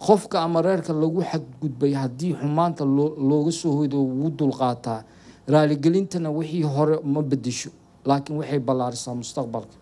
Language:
Somali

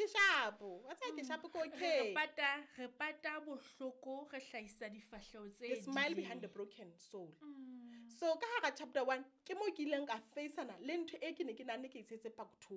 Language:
Southern Sotho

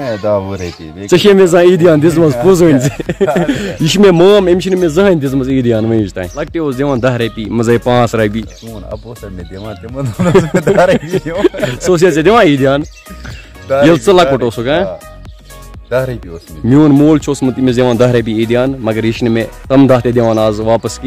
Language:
Kashmiri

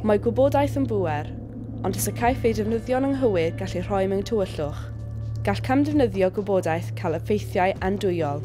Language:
Welsh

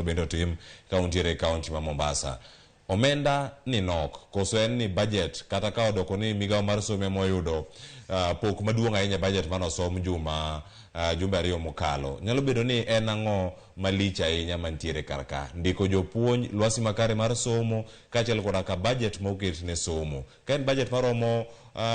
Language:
Luo (Kenya and Tanzania)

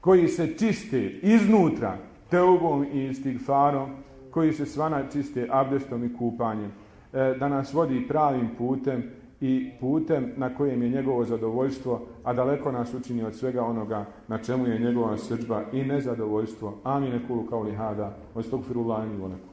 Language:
Bosnian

